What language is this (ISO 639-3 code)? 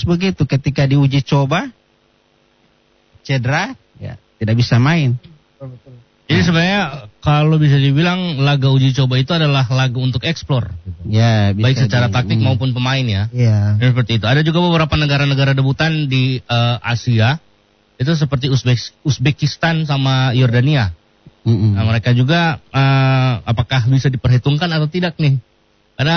ind